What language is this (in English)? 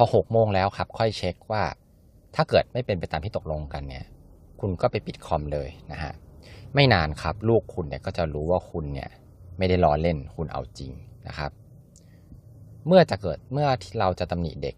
Thai